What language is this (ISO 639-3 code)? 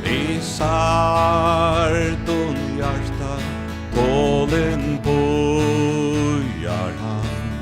fao